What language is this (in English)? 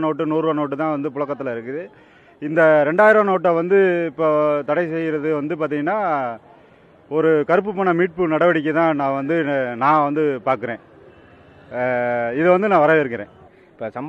Tamil